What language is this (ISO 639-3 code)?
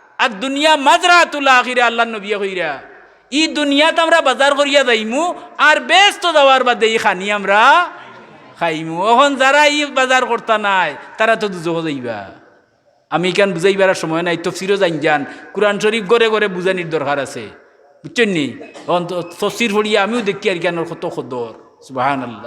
syl